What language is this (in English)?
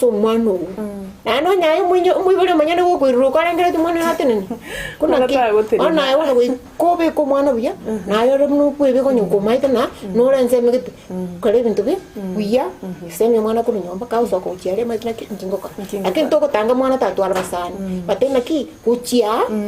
Gusii